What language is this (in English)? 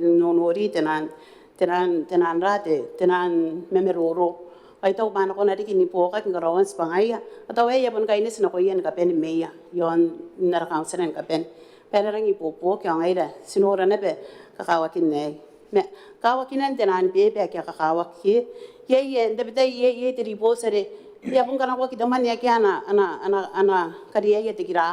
Gilbertese